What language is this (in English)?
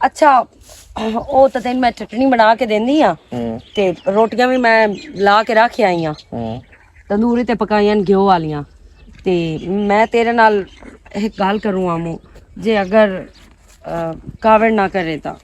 Western Panjabi